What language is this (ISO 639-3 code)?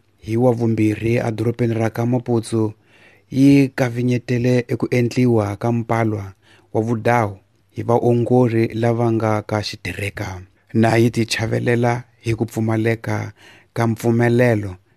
tso